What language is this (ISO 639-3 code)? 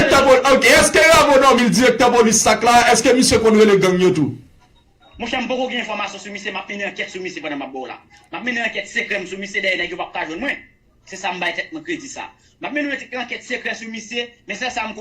hat